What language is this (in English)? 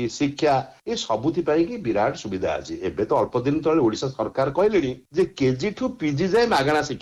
Odia